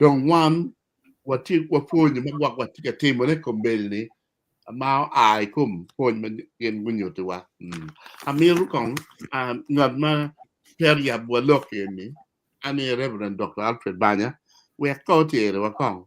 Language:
Acoli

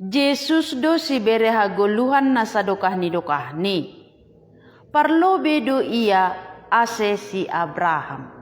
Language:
Batak Simalungun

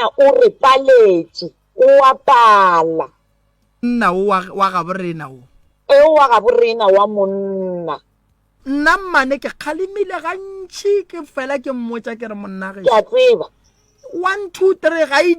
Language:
Northern Sotho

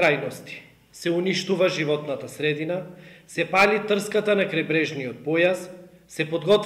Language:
Macedonian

